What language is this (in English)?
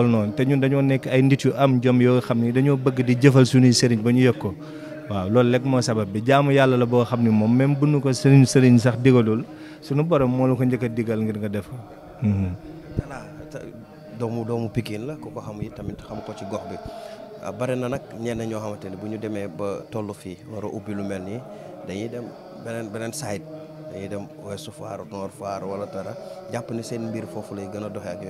Wolof